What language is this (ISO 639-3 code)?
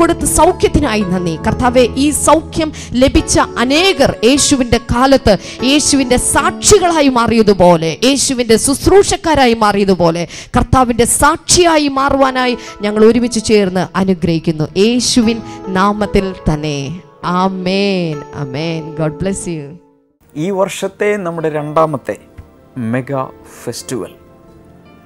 mal